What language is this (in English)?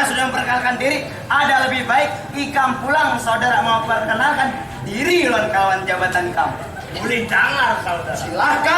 Banjar